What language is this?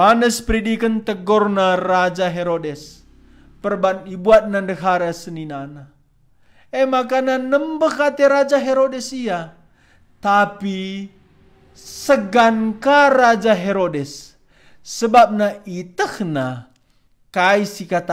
Batak Karo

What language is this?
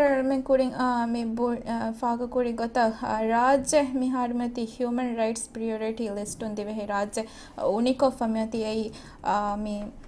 Divehi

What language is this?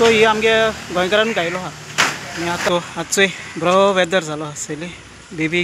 Konkani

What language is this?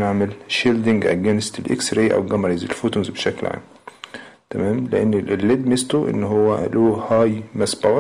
Egyptian Arabic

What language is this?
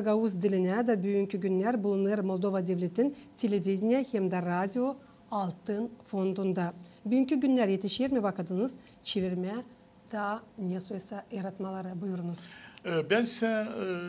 Gagauz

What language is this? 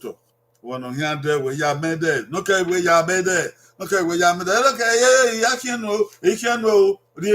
Bini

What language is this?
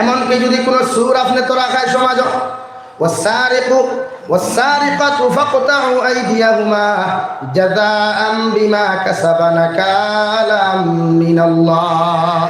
Sylheti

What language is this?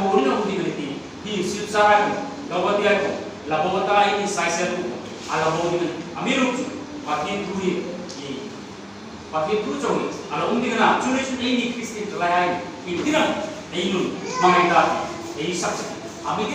Hmar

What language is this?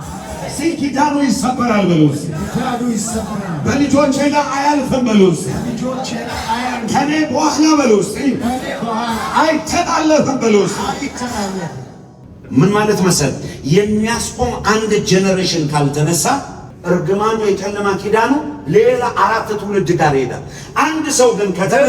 Amharic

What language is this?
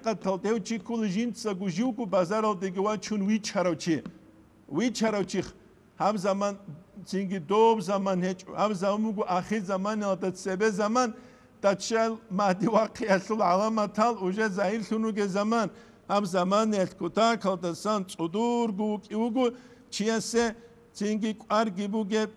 Avaric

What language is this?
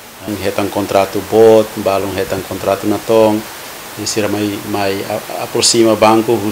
Tetum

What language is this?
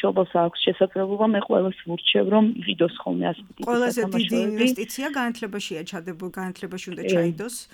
Georgian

